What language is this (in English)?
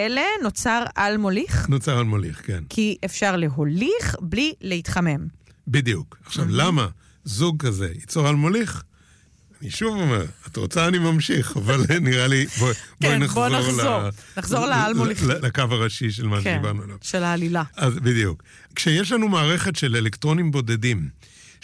Hebrew